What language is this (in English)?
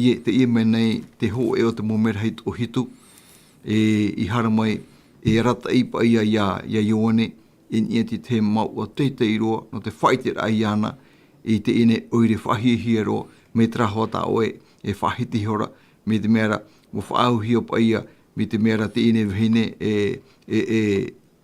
Tahitian